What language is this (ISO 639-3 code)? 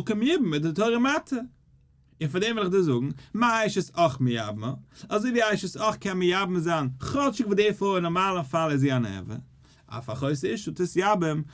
yid